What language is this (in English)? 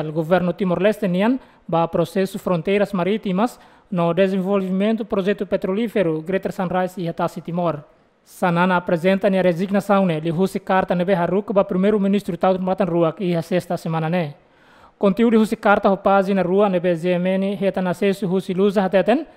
Tetum